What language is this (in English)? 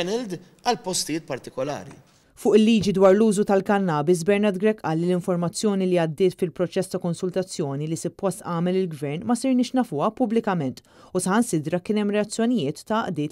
Maltese